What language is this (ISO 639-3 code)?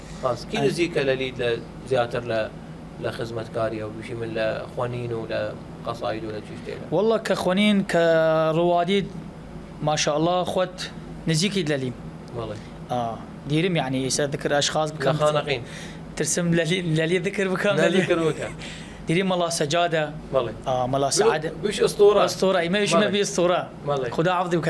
sdh